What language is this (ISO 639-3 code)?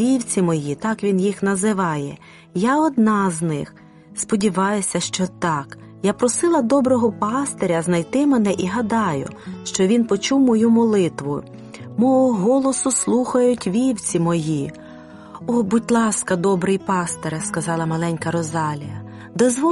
ukr